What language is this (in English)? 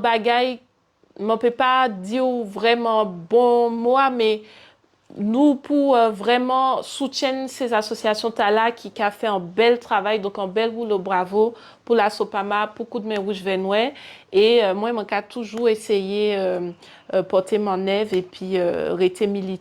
Guadeloupean Creole French